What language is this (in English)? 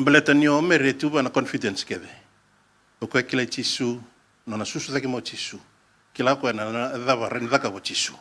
Fijian